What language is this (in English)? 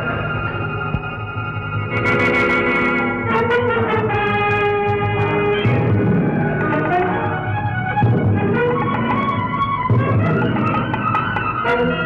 Telugu